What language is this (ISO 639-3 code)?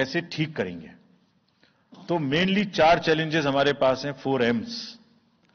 hin